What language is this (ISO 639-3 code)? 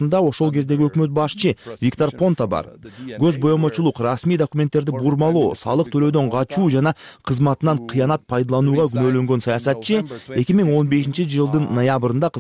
kir